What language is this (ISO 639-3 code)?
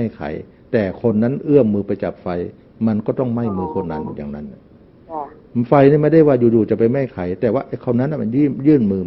tha